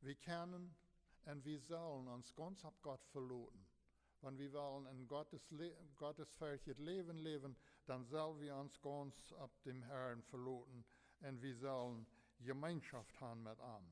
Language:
Plautdietsch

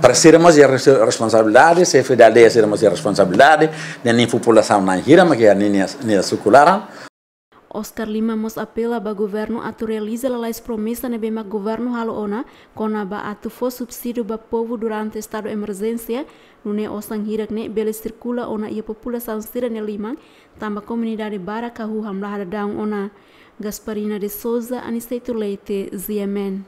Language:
Tetum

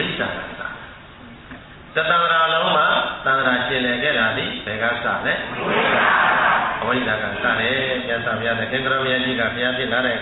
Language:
Burmese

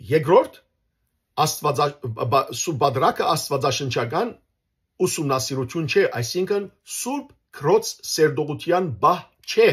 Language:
Western Armenian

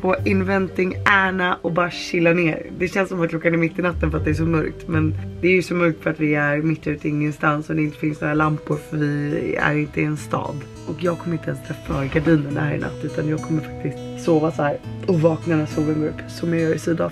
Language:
Swedish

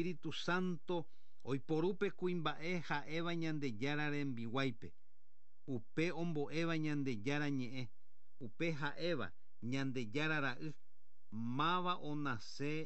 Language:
Guarani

